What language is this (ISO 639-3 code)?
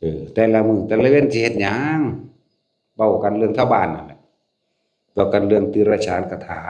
tts